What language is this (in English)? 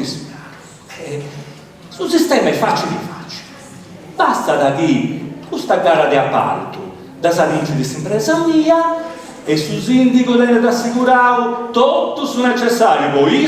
Sardinian